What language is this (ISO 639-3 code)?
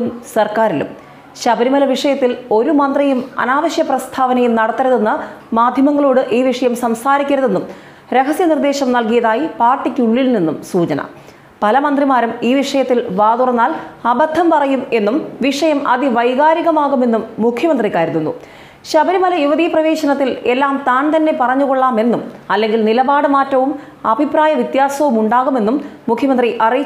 mal